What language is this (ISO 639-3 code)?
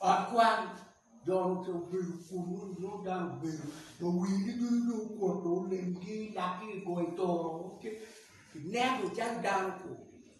ach